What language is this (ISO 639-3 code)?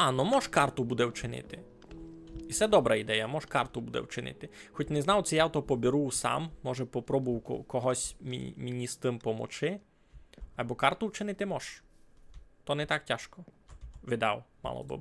rue